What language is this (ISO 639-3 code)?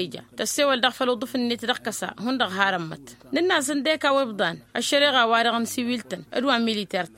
taq